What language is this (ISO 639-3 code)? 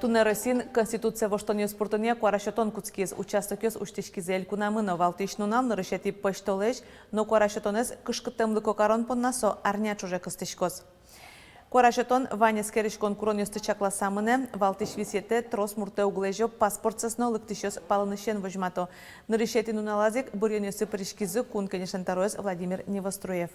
udm